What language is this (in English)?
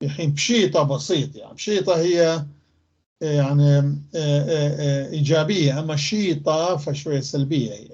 North Levantine Arabic